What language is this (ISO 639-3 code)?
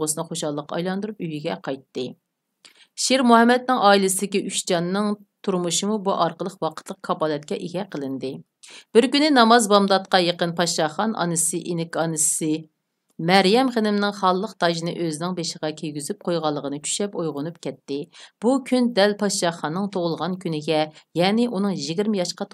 uig